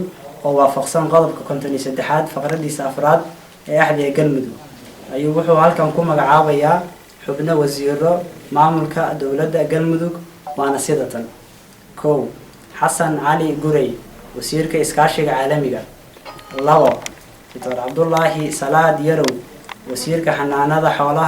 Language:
Somali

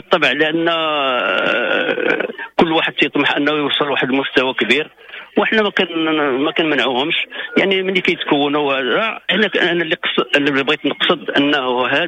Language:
Moroccan Arabic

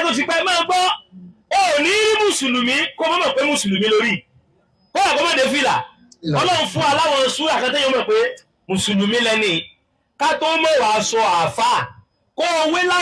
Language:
Yoruba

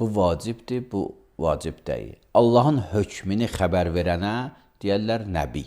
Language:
Azerbaijani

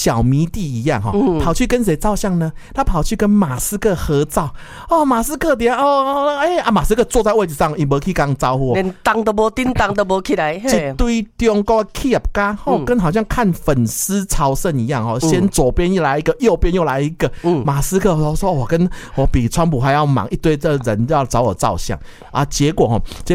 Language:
Chinese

